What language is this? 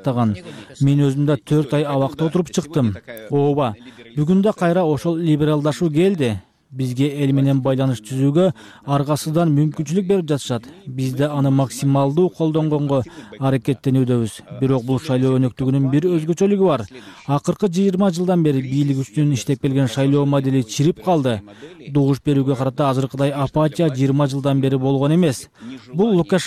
Kyrgyz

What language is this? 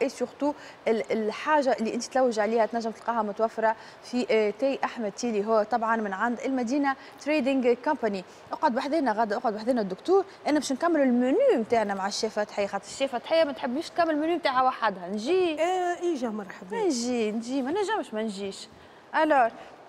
Tunisian Arabic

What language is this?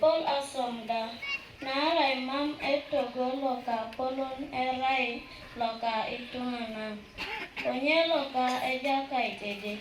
Teso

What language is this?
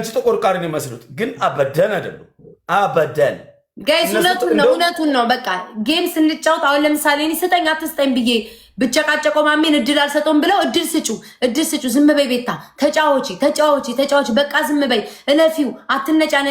Amharic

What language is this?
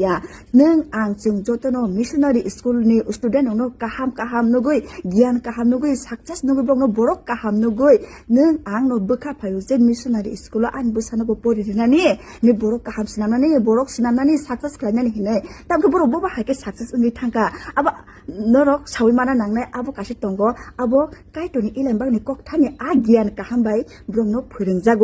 Kok Borok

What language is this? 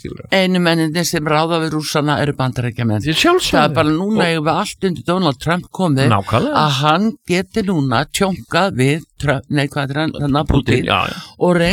Icelandic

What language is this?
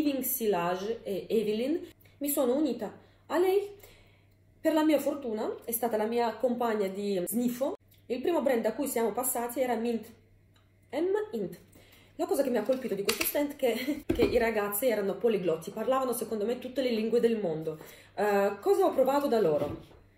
Italian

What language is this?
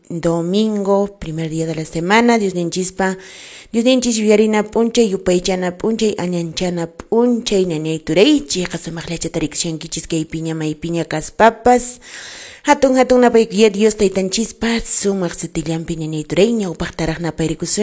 Quechua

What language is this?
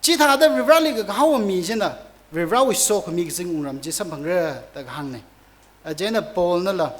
Tangkhul Naga (India)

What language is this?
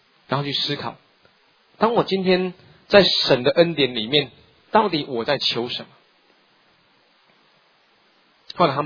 Chinese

